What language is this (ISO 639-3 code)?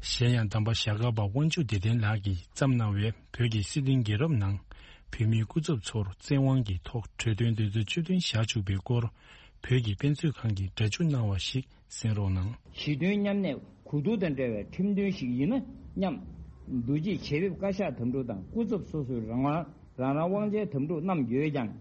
bod